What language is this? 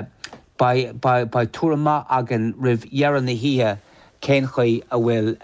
Irish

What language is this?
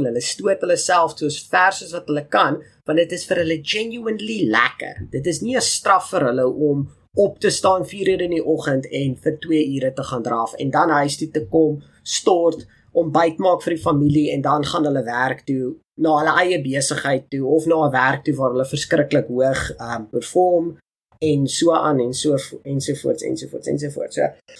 Afrikaans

